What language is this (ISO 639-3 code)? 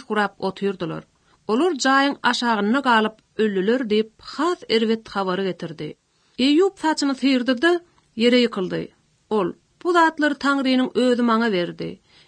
kir